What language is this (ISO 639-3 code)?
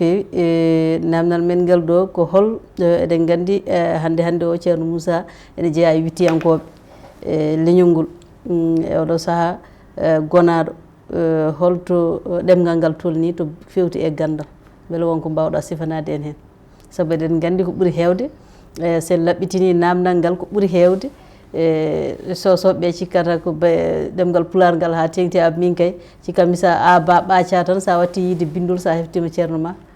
ful